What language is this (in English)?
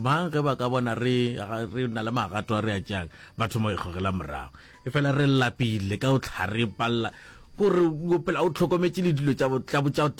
Northern Sotho